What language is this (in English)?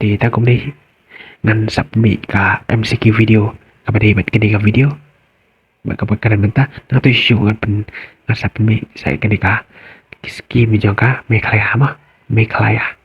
Khasi